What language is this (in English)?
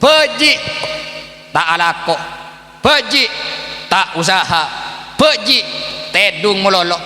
Madurese